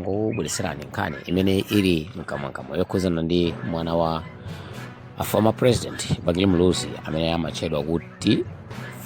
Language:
Nyanja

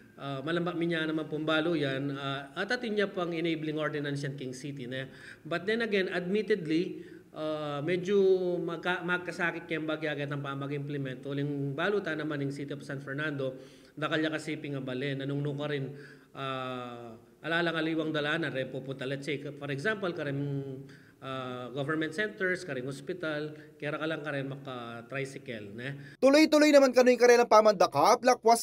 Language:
Pampanga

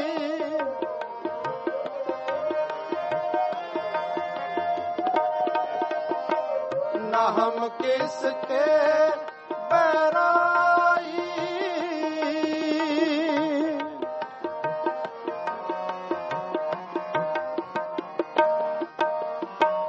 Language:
Punjabi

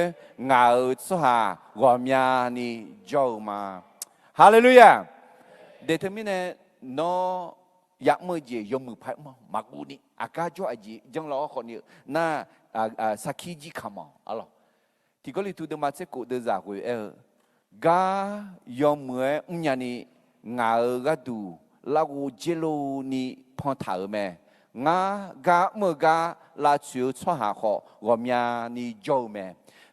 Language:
Akha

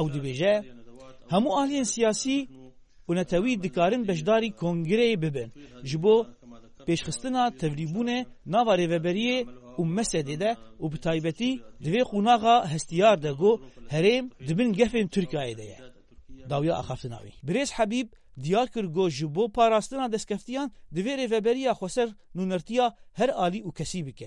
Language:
Kurdish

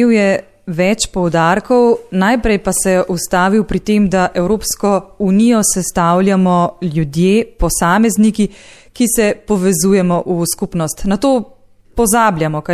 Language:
Slovenian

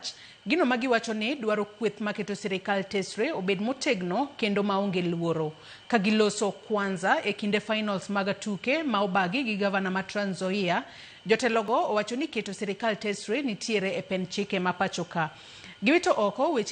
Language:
Luo (Kenya and Tanzania)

